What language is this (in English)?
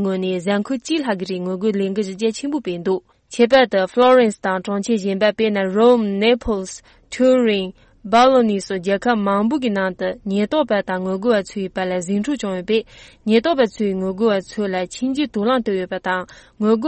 Tibetan